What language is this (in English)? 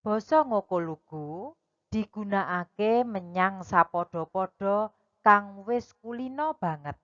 Javanese